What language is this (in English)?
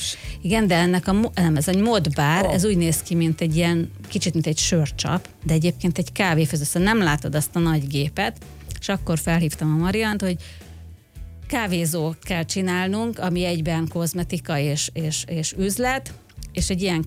Hungarian